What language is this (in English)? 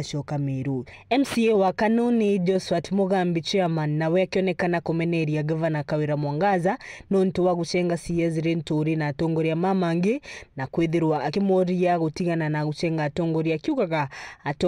Meru